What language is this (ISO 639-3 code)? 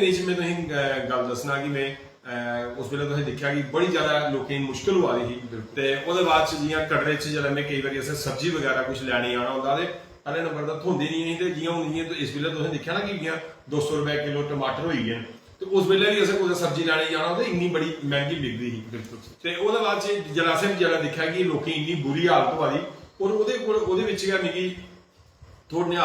doi